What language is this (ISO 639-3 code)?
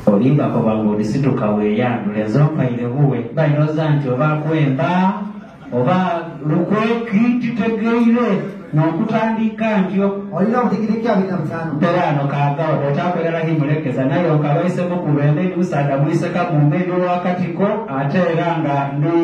xog